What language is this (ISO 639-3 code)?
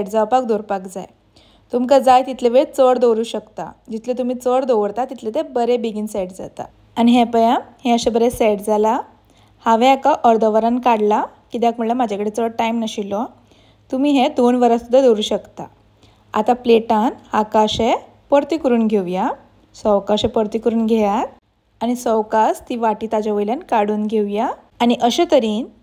kok